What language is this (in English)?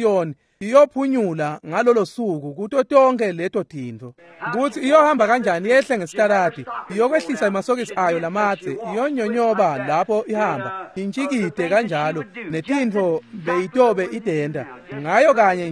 Swati